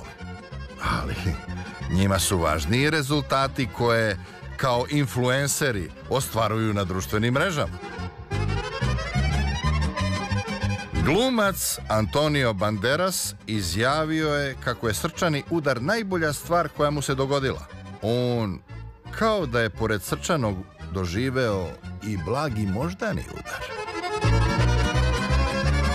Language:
Serbian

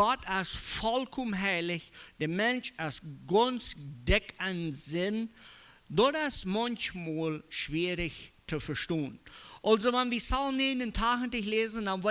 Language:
Plautdietsch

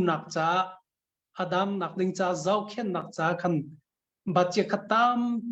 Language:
Hakha Chin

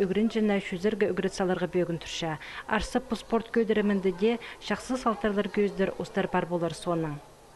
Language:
Khakas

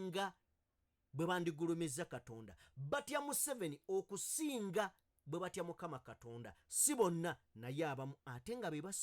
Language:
Ganda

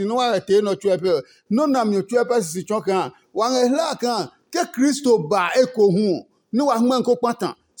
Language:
Adangme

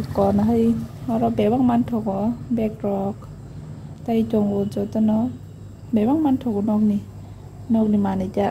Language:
Kok Borok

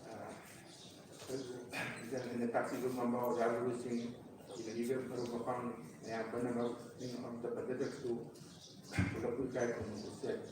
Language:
Manipuri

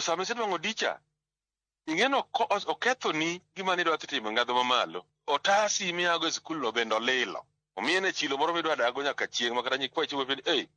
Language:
Luo (Kenya and Tanzania)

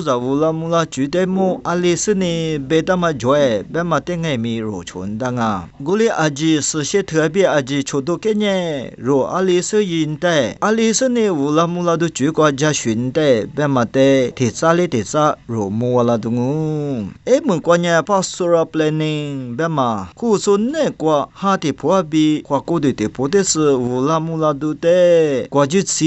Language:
Lisu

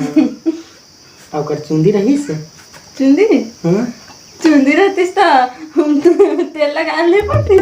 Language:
Chhattisgarhi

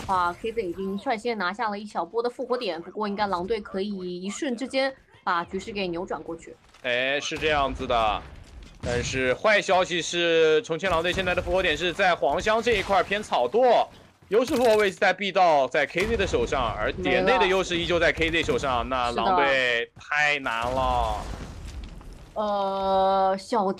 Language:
Chinese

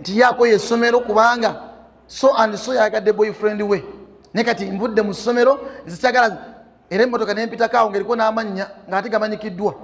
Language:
Ganda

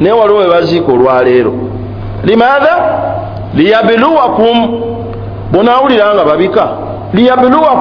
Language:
Ganda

